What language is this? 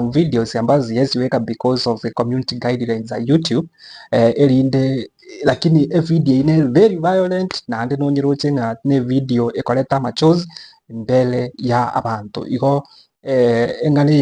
Gusii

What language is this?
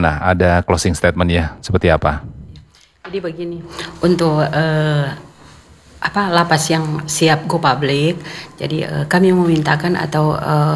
Indonesian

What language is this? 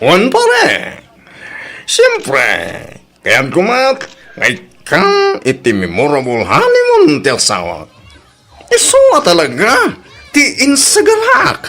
Iloko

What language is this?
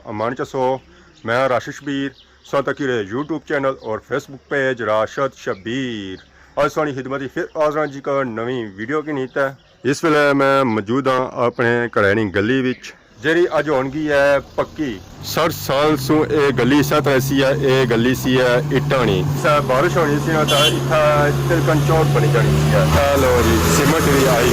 Pahari-Potwari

